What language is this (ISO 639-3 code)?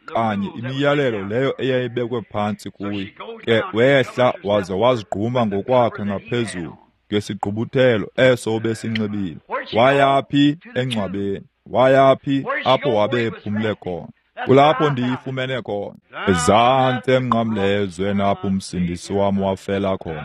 xho